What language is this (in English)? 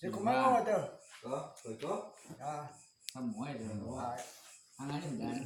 Minangkabau